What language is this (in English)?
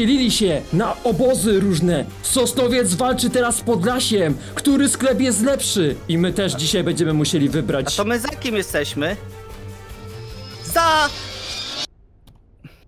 Polish